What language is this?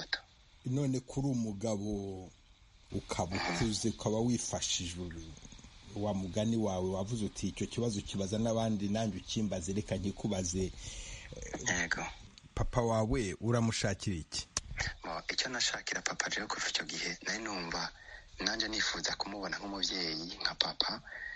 Kinyarwanda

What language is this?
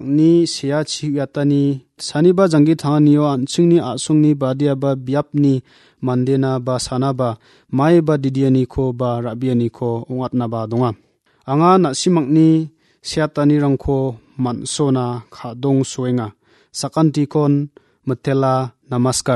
Garo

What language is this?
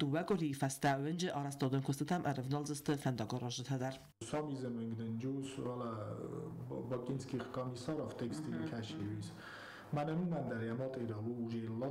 Ossetic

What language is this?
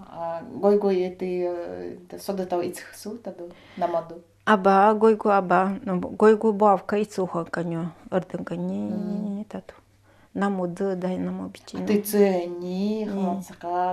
Nanai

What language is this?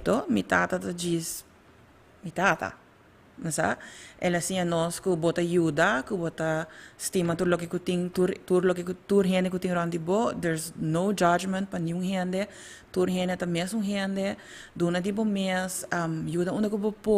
Papiamento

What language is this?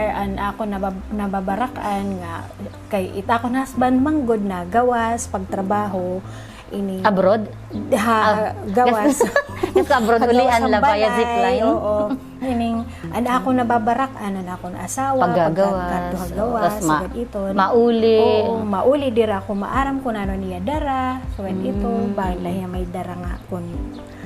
Waray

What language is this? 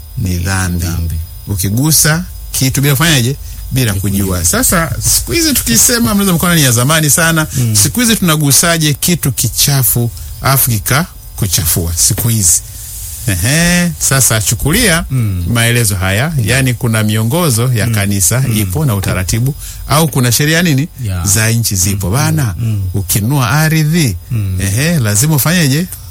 Swahili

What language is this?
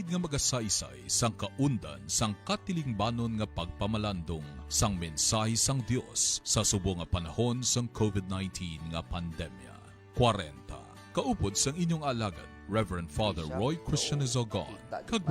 Hiligaynon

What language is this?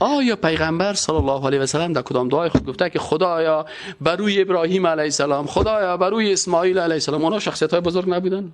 Persian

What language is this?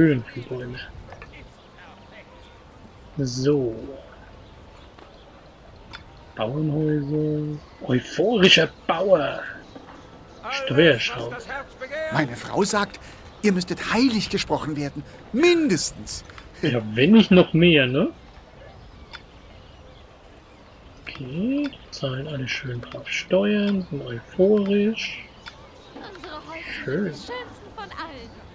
German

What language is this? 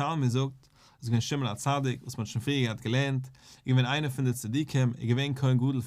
Yiddish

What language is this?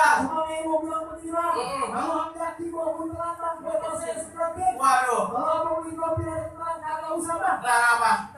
Betawi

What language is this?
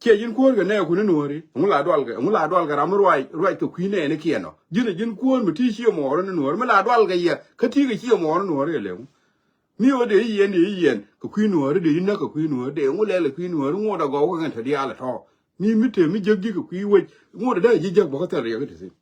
Nuer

